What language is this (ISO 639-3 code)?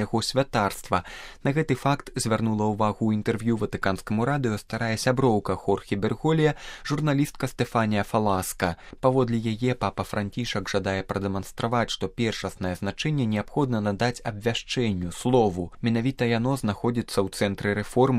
bel